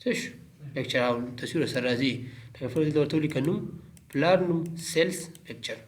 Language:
Pashto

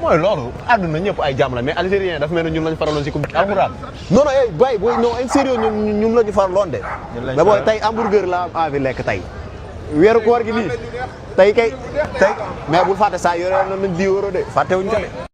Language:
Wolof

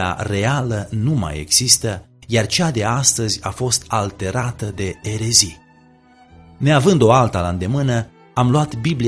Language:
Romanian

